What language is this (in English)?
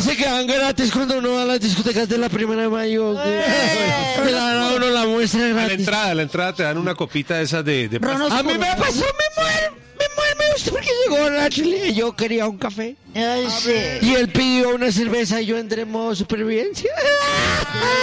Spanish